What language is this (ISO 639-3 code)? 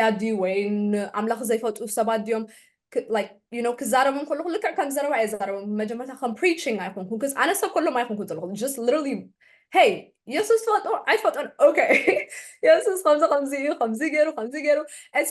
tir